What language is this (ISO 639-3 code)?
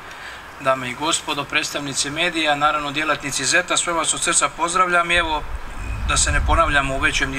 hrv